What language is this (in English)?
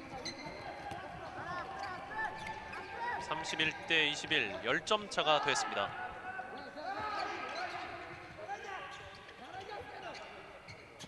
Korean